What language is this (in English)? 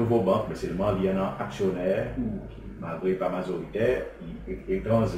Seselwa Creole French